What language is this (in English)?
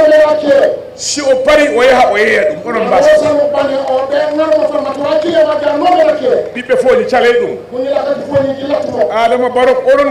Fula